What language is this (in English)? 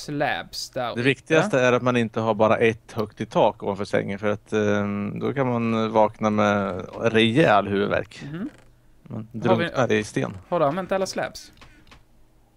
Swedish